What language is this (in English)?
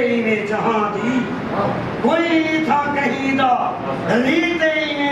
Saraiki